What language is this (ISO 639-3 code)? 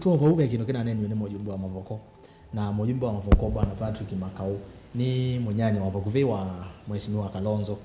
kam